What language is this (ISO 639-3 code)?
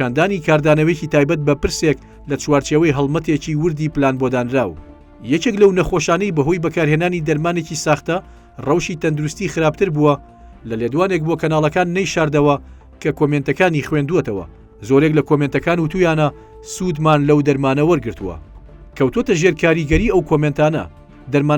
ckb